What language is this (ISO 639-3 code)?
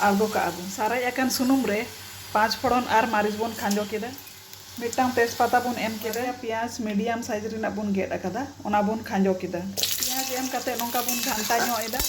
sat